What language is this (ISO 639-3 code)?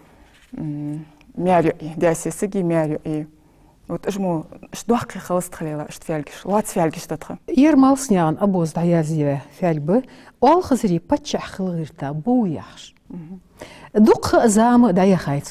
inh